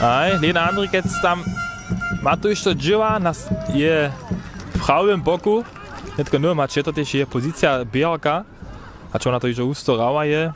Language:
Upper Sorbian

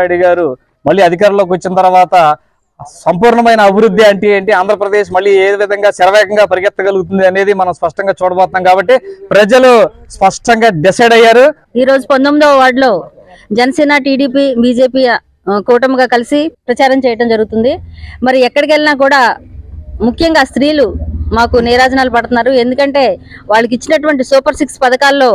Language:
Telugu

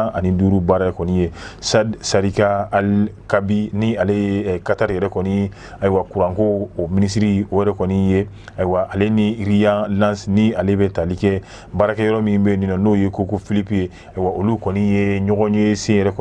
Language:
Bambara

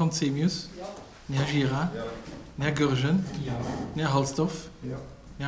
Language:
Luxembourgish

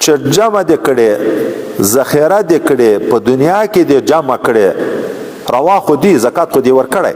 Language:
Pashto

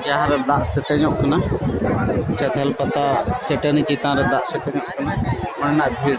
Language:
Santali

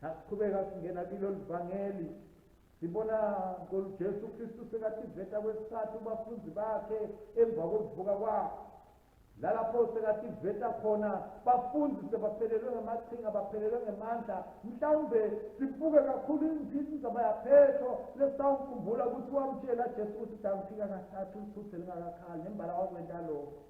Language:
Swati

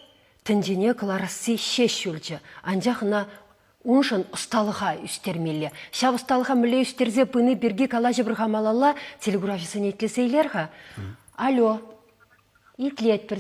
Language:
Chuvash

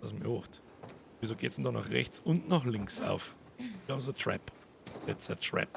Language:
Bavarian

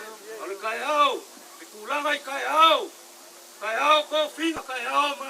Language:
Samoan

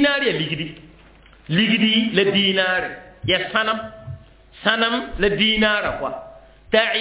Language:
Mossi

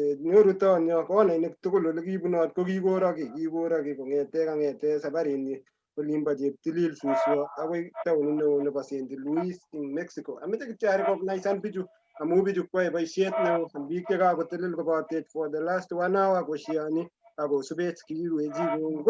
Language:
Kalenjin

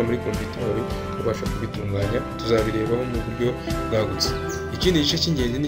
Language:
Kinyarwanda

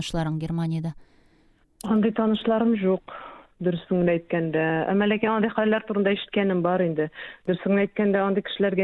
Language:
Tatar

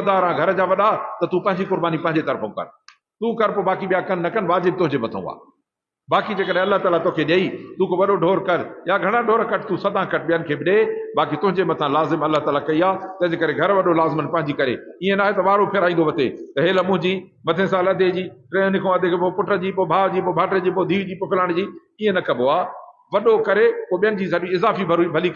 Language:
Sindhi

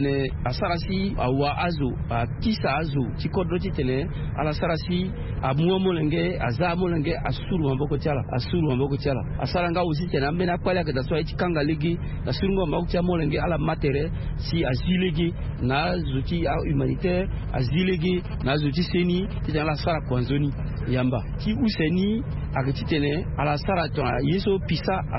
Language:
Sango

